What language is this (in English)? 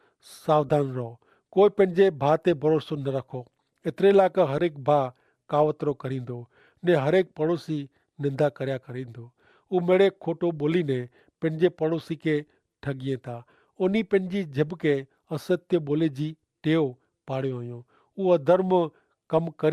Kachhi